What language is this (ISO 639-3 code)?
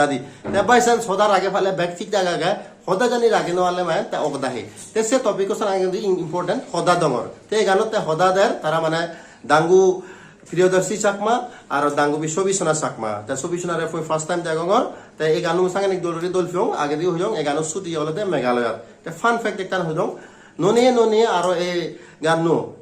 ccp